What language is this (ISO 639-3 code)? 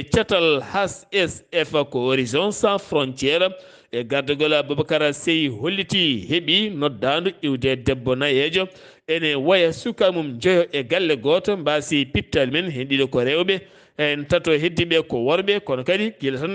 ful